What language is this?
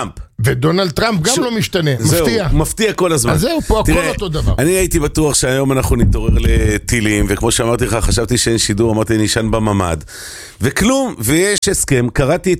Hebrew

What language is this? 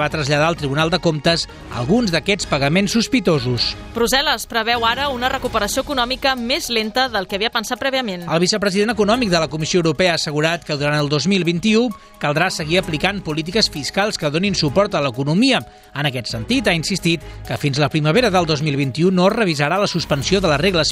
Catalan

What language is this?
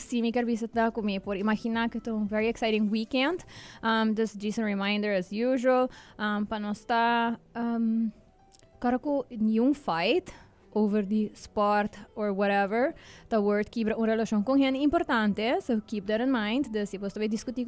Papiamento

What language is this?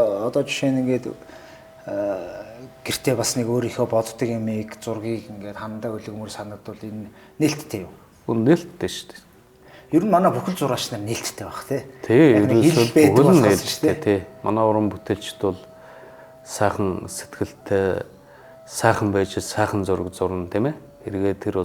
Mongolian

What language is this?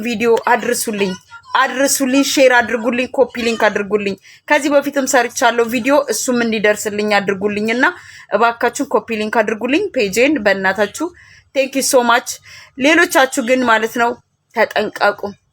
Amharic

